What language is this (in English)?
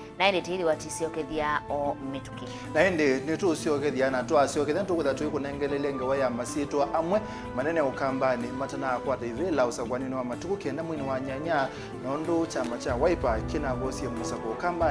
Kamba